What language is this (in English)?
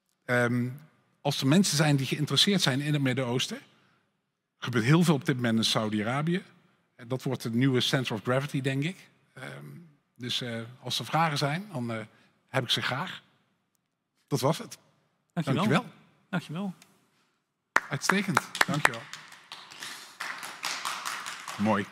Dutch